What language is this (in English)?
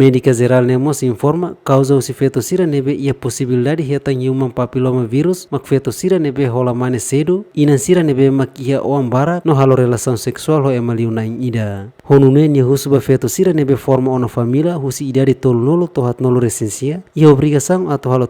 Tetum